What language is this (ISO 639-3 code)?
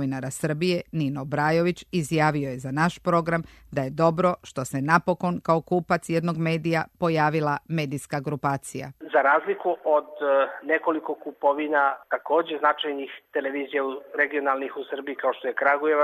srp